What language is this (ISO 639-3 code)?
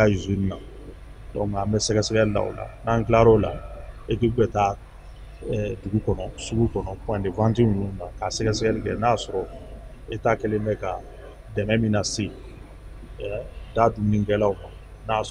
bam